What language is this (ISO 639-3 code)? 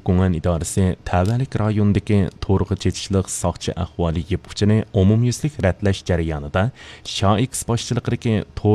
uig